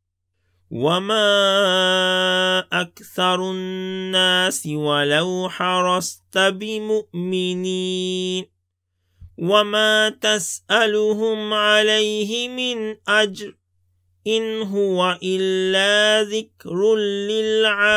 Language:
Arabic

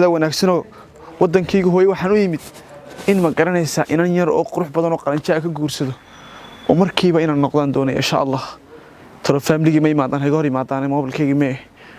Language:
Somali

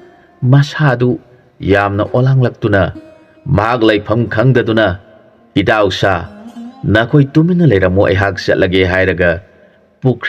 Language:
Manipuri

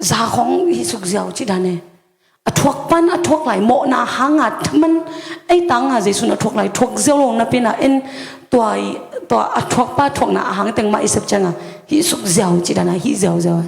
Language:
Tedim Chin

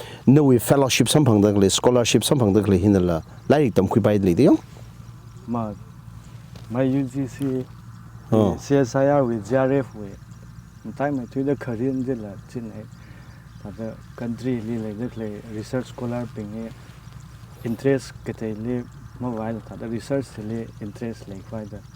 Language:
Tangkhul Naga (India)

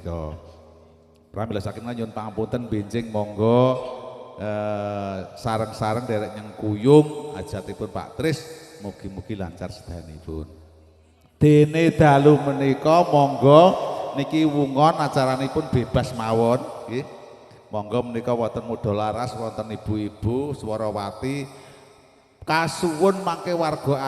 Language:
Javanese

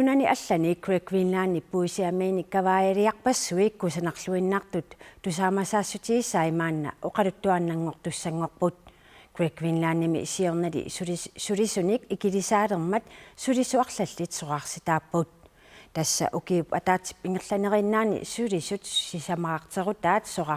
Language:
Kalaallisut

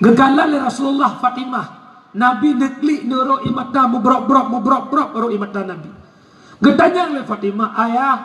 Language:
Achinese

